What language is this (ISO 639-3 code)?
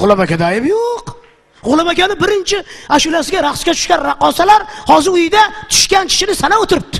uzb